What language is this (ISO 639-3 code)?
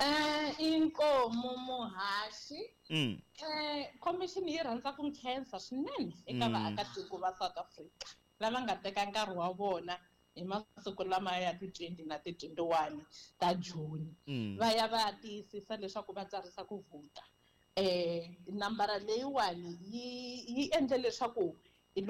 tso